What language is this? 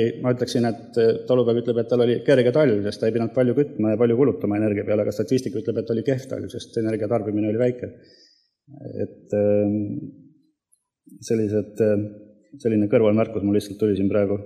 Estonian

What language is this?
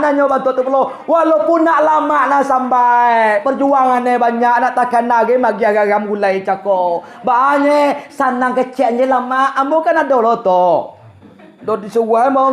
Minangkabau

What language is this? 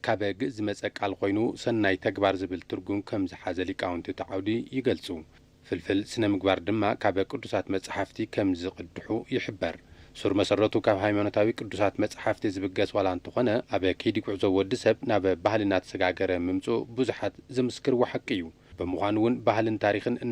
Tigrinya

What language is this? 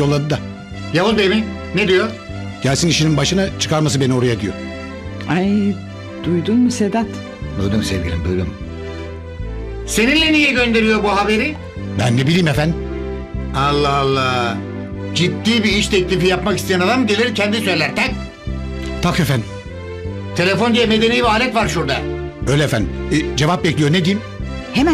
Turkish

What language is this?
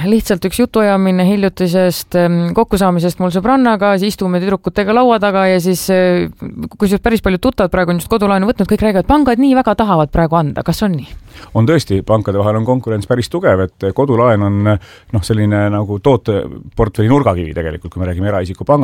Estonian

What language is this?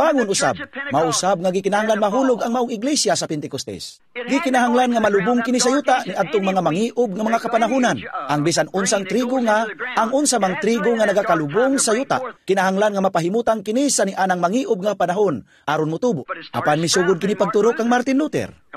Cebuano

